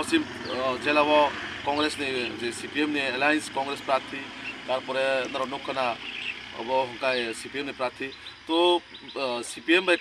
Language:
Kok Borok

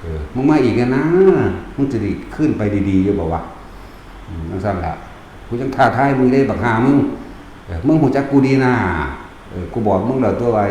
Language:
Northeastern Thai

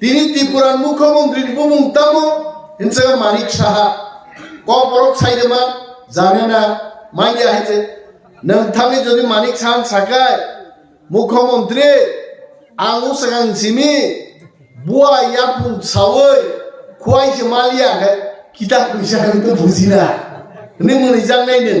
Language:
Kok Borok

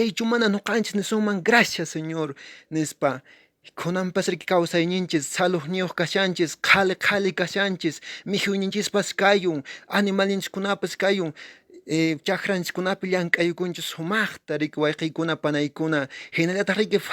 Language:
Quechua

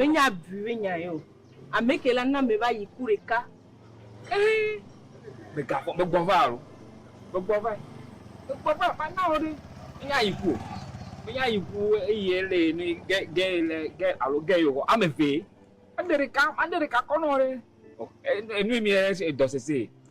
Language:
Ewe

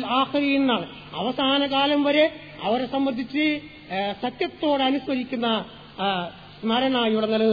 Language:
Malayalam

